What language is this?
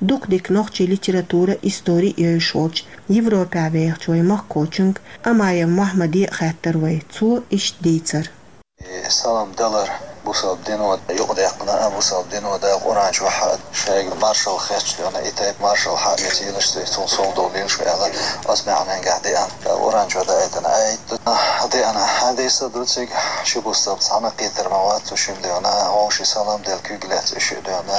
Chechen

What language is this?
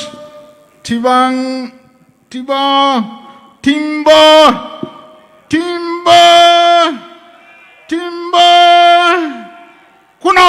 Poumei Naga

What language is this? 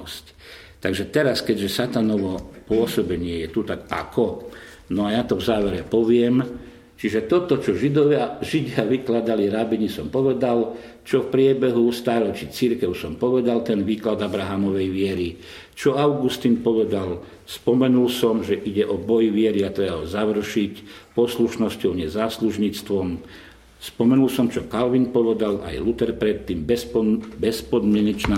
Slovak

